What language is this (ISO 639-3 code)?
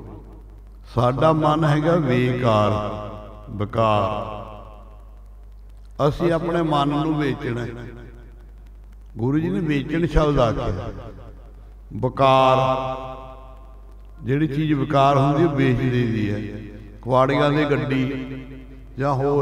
pan